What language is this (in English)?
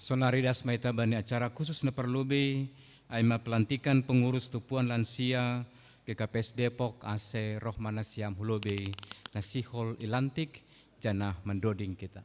Batak Simalungun